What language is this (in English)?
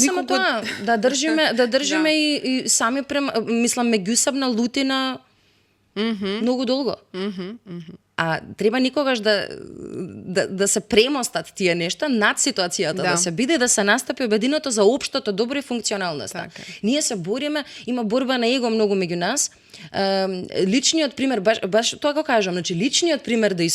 Macedonian